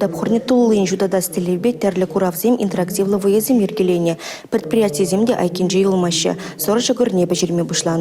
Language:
Chuvash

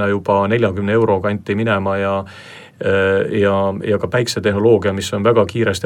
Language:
Estonian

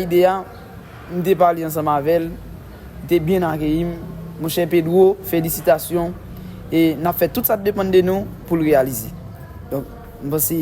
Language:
Haitian Creole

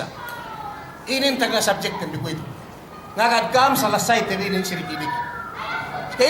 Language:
Yakan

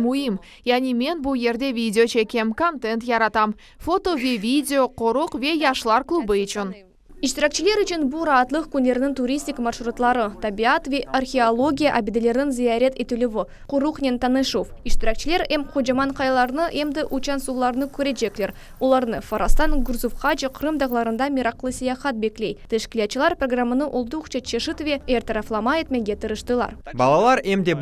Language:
Crimean Tatar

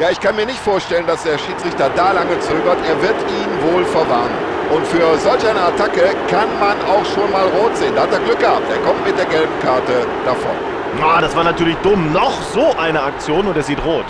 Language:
Bavarian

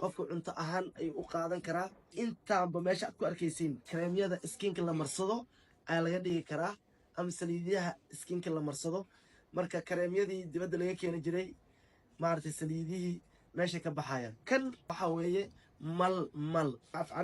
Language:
Somali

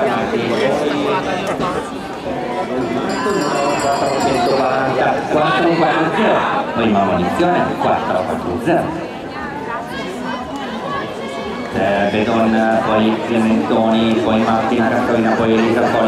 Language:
Italian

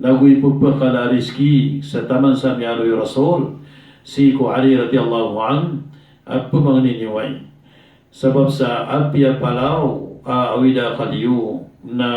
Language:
Maranao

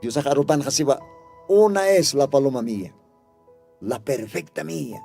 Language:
Aymara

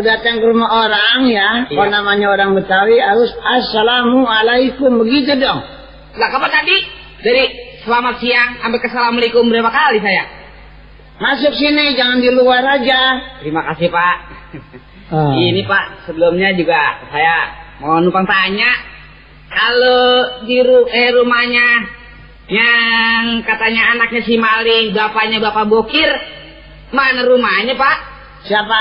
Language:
Betawi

